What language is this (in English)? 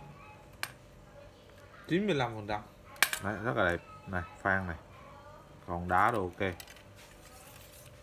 Vietnamese